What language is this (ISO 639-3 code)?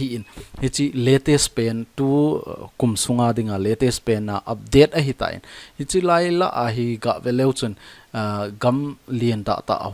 tcz